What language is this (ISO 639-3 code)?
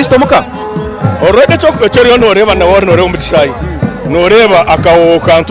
nyn